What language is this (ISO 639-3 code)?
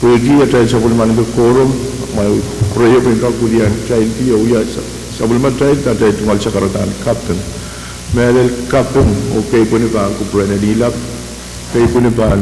pon